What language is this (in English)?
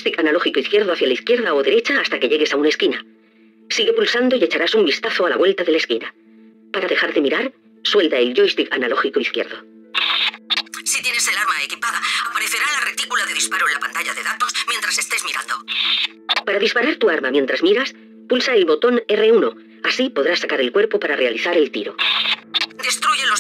Spanish